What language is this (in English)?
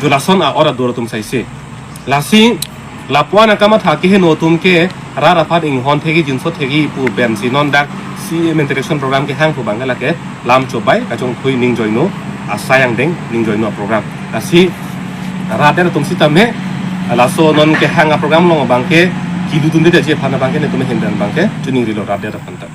Karbi